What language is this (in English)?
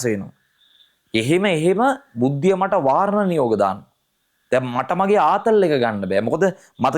Sinhala